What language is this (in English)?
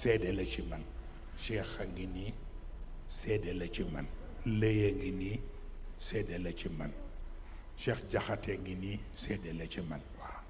Wolof